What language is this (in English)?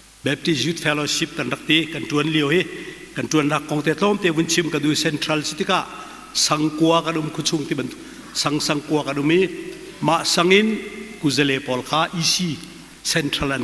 Hakha Chin